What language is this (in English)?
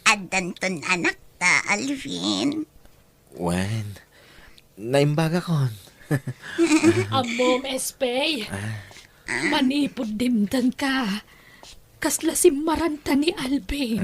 Iloko